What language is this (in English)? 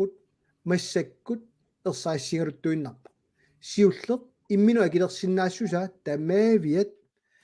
Kalaallisut